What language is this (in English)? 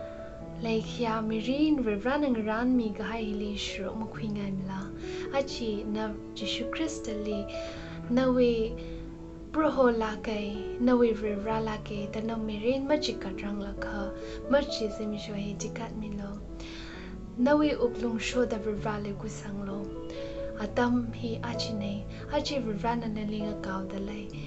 Tangkhul Naga (India)